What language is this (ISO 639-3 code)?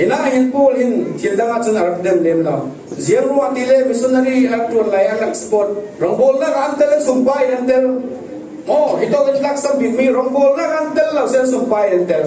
cfm